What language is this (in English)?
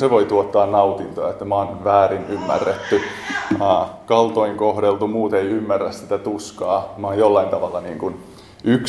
Finnish